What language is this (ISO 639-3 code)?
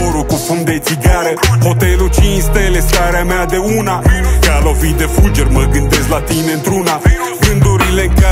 ron